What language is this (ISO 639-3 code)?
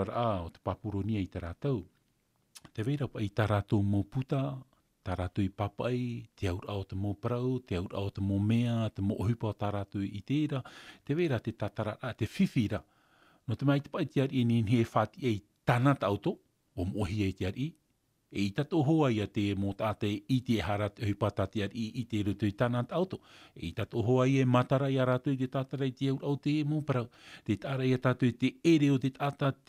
tah